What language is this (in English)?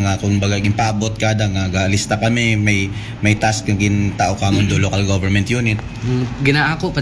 Aklanon